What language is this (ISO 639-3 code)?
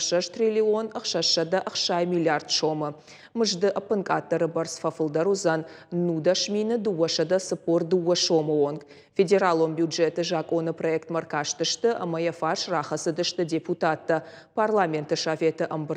oss